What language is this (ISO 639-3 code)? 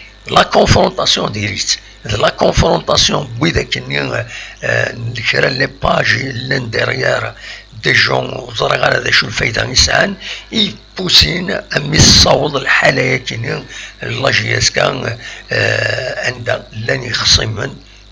kab